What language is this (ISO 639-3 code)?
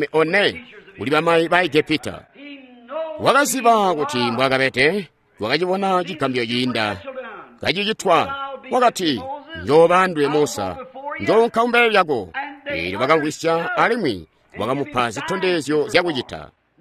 toi